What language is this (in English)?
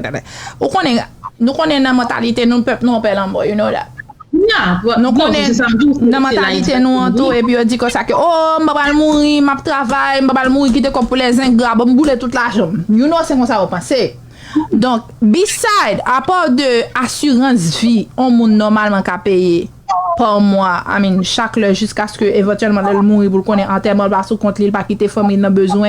Haitian Creole